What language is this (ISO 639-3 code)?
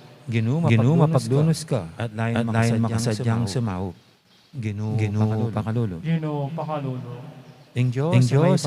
pam